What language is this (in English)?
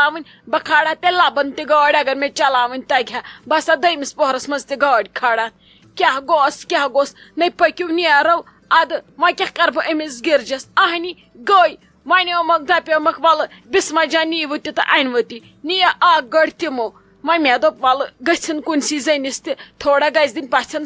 Kashmiri